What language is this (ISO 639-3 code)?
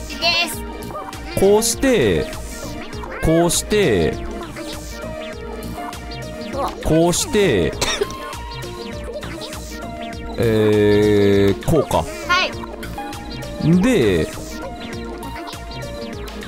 jpn